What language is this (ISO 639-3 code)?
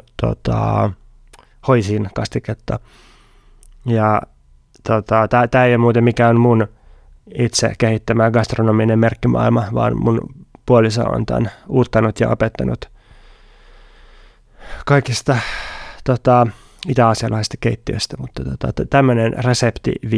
fin